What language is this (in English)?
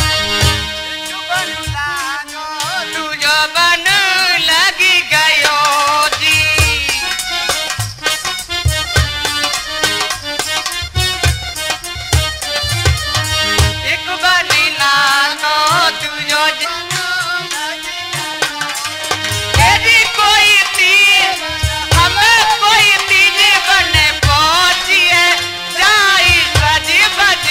Hindi